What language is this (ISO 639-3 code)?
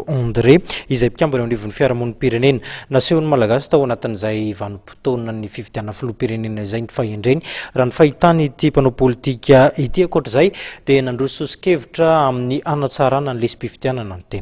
mlg